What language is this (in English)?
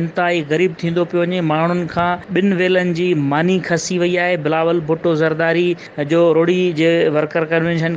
Sindhi